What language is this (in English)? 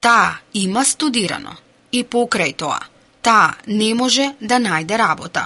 Macedonian